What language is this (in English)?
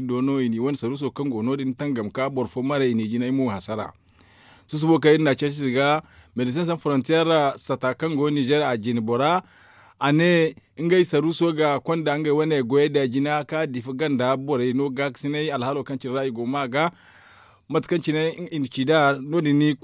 Zarma